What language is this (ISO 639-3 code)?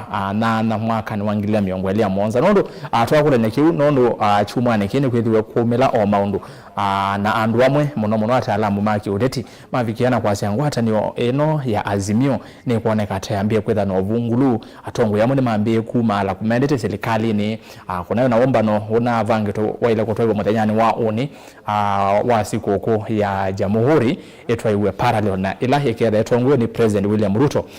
kam